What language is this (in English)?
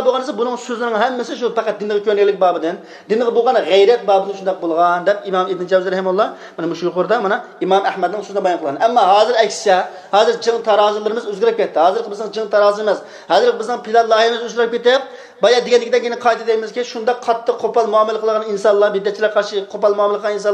Uyghur